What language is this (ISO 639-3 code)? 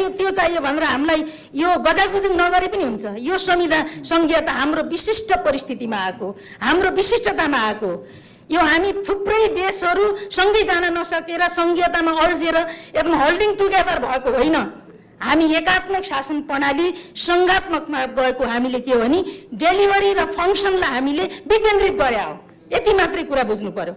nep